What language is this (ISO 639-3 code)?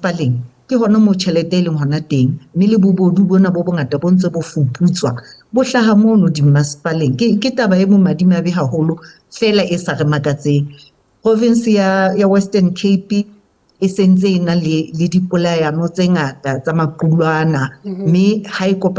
sot